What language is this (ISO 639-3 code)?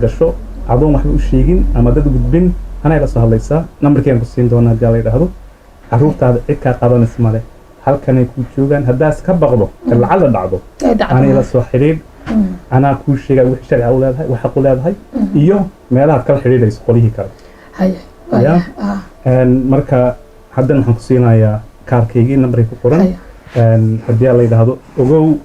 som